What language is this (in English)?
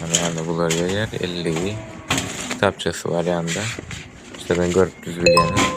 Turkmen